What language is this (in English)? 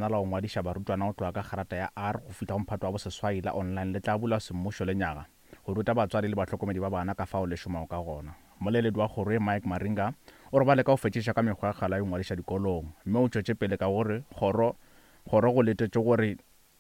Northern Sotho